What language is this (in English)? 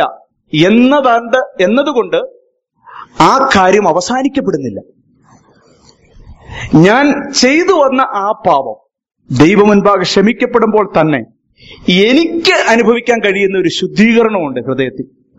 Malayalam